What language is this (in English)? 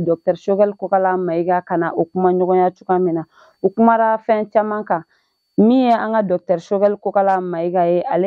Bambara